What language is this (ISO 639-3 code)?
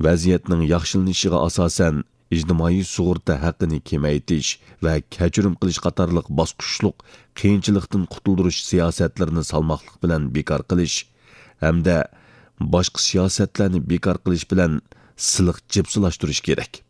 uig